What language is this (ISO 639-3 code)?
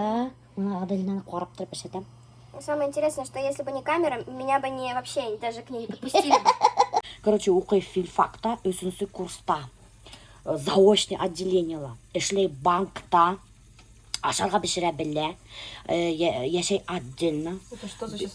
bak